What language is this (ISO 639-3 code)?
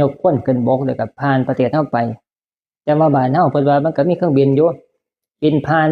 tts